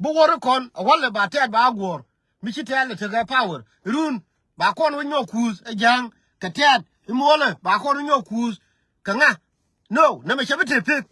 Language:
Nuer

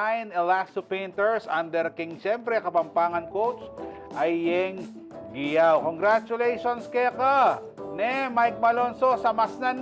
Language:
Pampanga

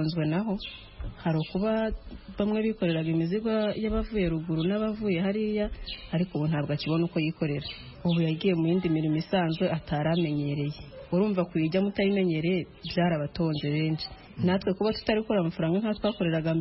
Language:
Kinyarwanda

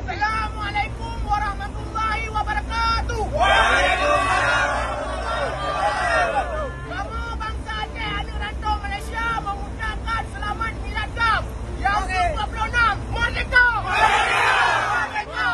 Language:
Achinese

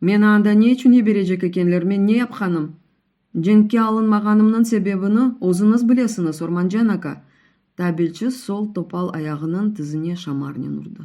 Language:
Crimean Tatar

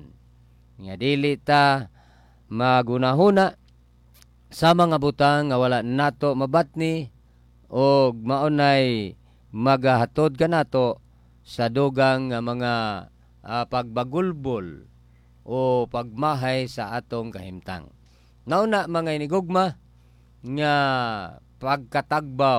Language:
Cebuano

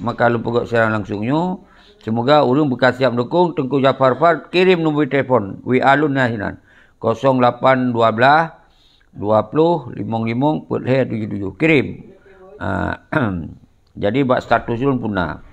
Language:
Achinese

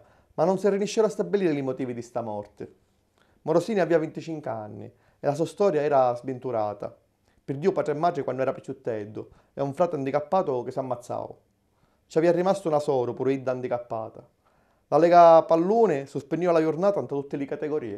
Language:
Sicilian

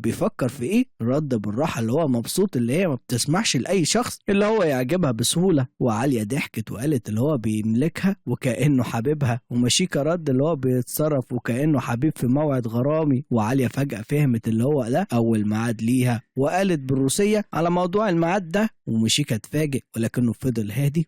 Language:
Egyptian Arabic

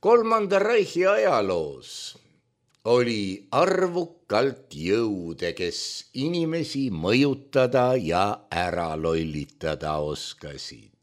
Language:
Estonian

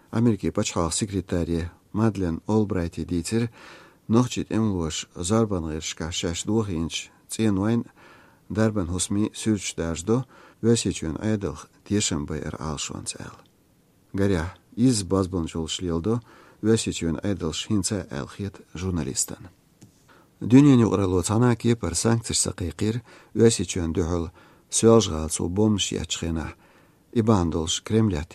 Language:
Chechen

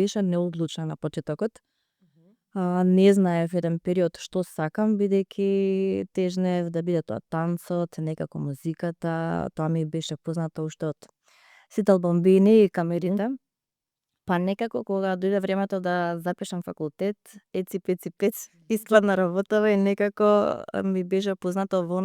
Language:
Macedonian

